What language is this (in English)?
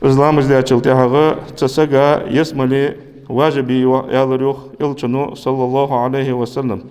Ingush